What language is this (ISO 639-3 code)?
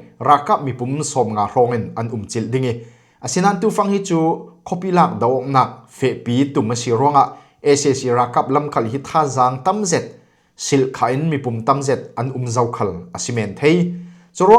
cfm